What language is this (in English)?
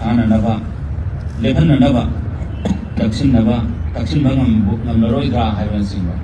Manipuri